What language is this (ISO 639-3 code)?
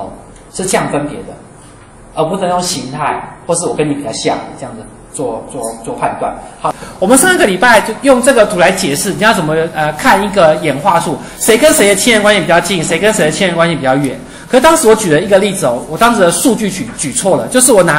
zho